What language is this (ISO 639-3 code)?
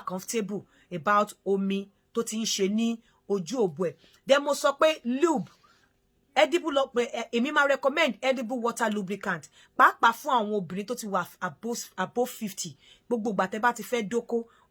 yor